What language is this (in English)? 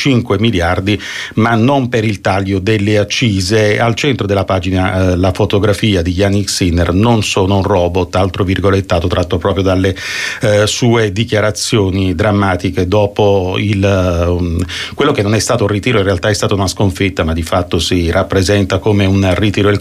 Italian